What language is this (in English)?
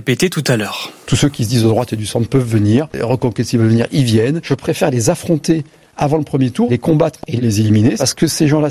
French